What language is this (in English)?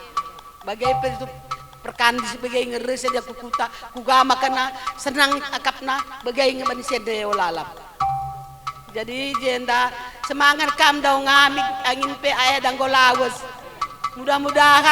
Batak Karo